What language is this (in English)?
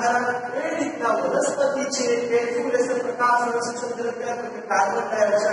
Gujarati